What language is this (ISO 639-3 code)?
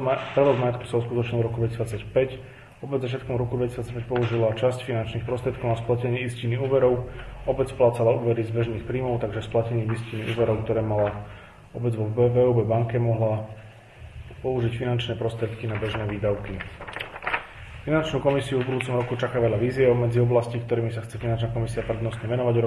slk